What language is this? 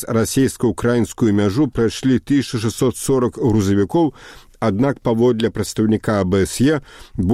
Belarusian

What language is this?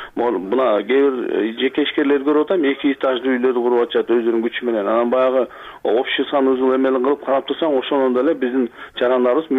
Kyrgyz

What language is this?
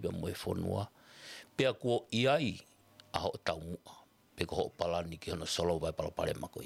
Tongan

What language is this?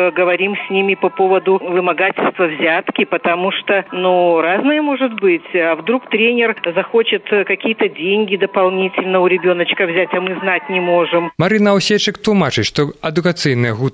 Belarusian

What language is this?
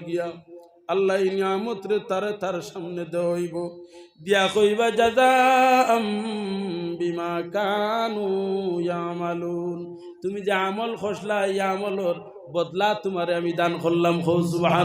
Sylheti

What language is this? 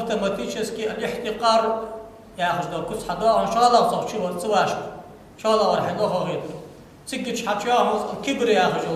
Ingush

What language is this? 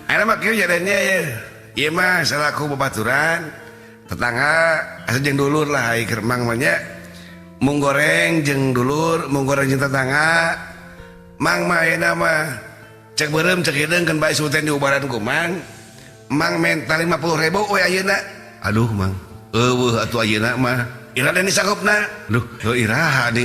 Sundanese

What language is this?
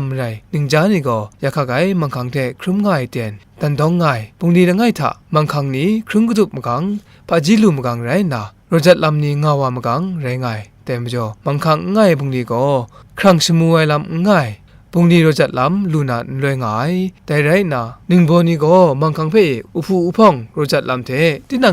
Kachin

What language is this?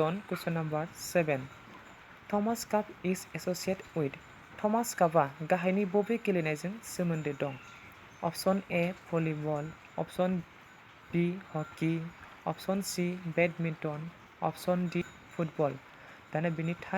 Bodo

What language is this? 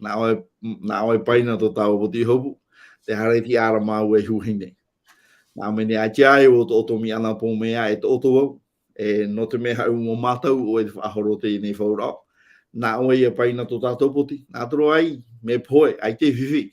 Tahitian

